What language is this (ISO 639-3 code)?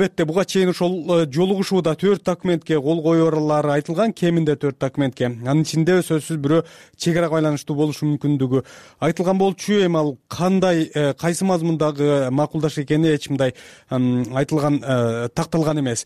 kir